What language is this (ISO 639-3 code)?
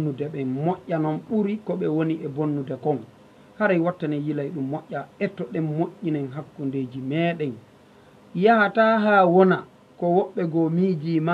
ful